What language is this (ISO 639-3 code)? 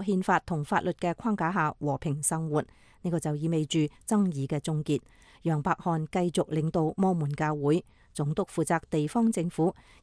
yue